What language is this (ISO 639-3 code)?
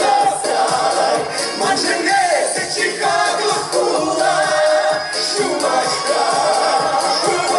chv